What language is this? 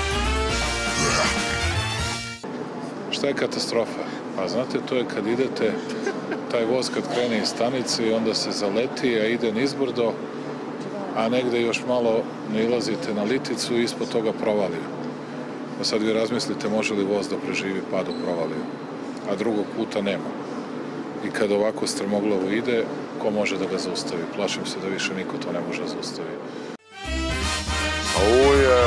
Serbian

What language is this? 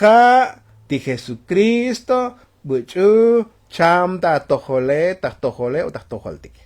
Tzotzil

